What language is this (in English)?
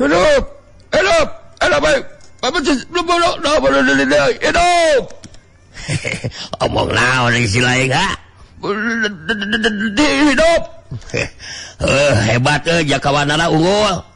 Sundanese